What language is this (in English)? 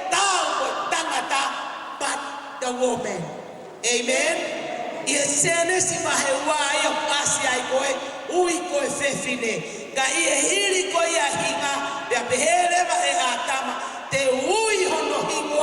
Tongan